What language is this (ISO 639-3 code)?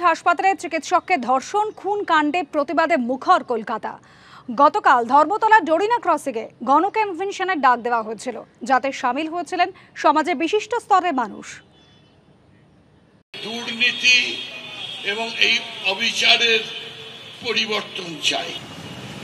ben